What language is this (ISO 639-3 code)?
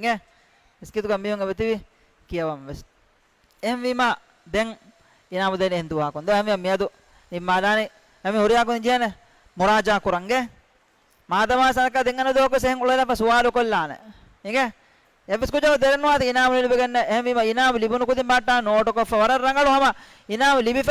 div